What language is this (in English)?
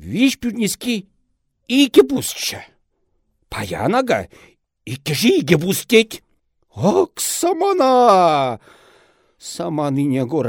Chuvash